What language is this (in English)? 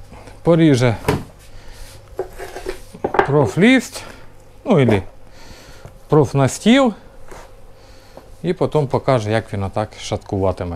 Ukrainian